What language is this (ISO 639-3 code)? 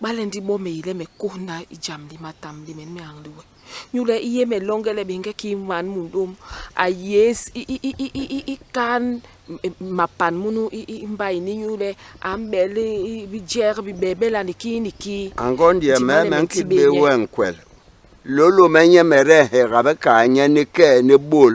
bas